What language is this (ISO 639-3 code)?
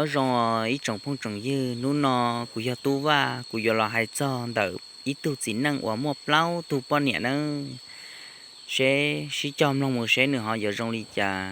hmn